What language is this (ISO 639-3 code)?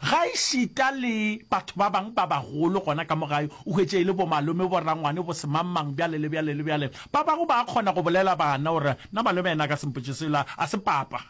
nso